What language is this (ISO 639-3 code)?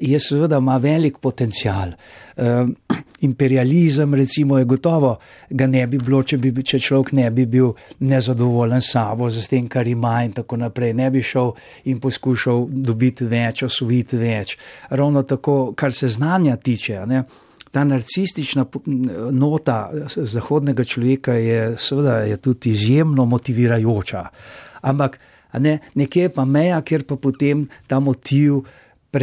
slv